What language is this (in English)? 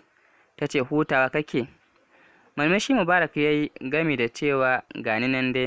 Hausa